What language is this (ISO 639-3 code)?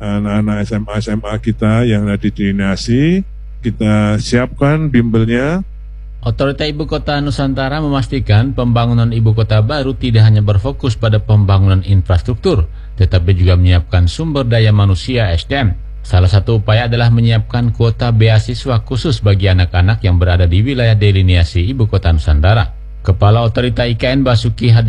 ind